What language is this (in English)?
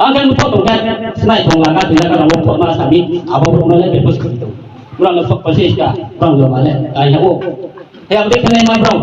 Riang (India)